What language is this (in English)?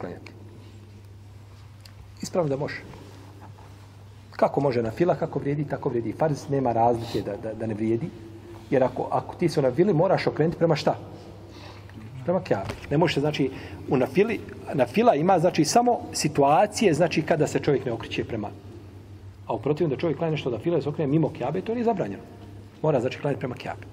Bosnian